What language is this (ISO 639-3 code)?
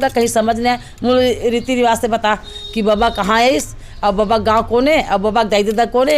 hne